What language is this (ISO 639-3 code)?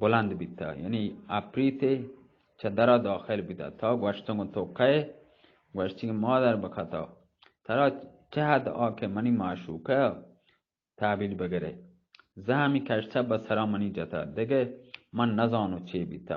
bgp